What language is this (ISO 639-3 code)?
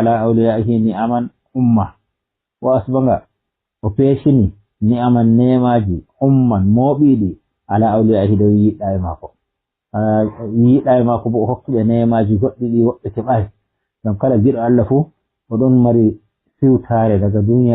ful